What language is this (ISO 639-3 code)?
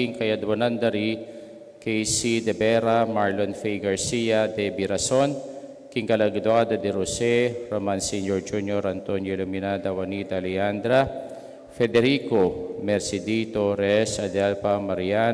pam